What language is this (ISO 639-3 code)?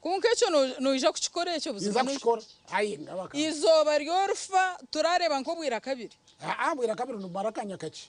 nyn